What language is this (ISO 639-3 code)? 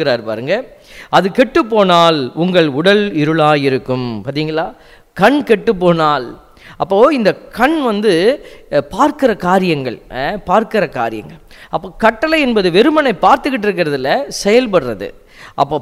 tam